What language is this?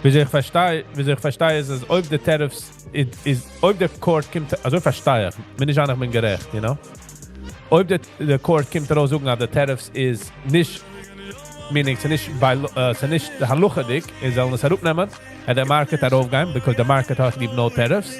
Yiddish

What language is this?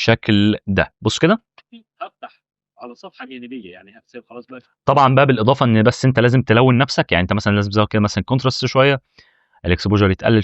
Egyptian Arabic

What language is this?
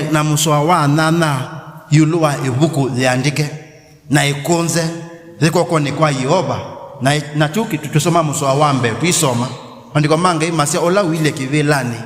Kamba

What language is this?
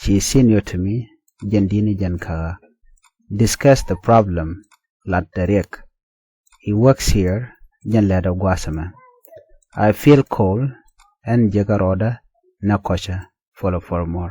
Nuer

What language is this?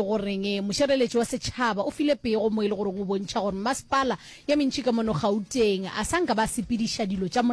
Northern Sotho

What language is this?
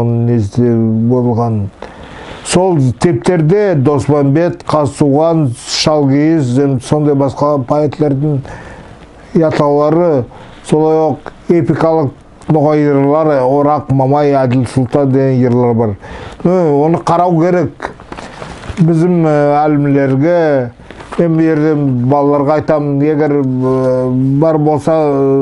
Nogai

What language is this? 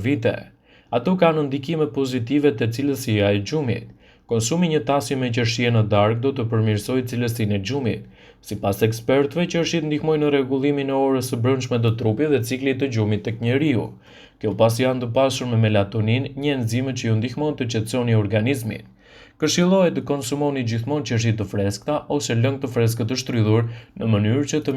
Albanian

